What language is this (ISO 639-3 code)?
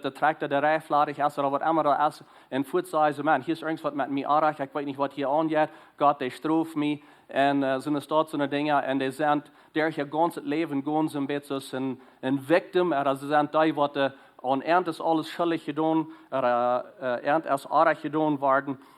pdt